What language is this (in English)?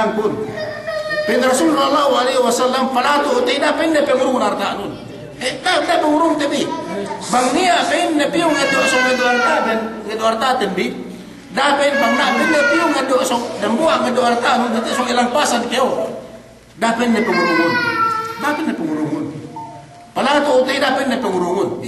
Yakan